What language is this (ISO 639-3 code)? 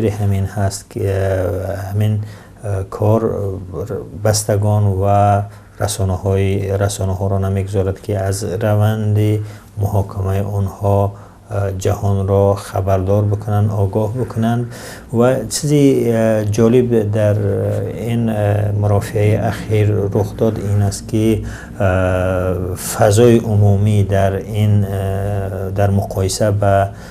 tgk